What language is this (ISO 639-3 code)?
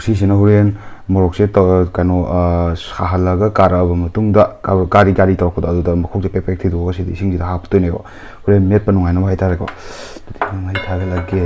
mni